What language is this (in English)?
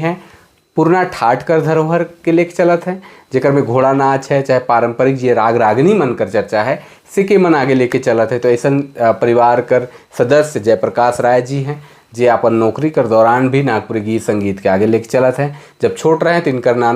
Sadri